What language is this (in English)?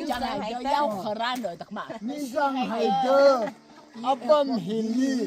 Tangkhul Naga (India)